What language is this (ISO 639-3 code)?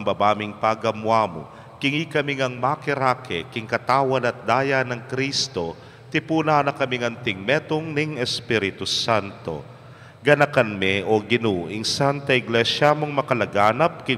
pam